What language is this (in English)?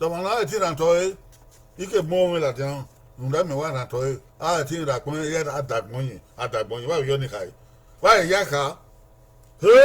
Bini